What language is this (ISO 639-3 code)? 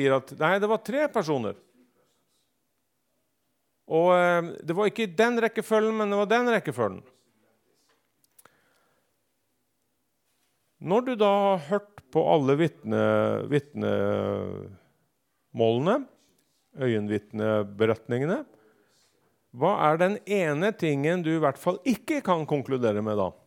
nor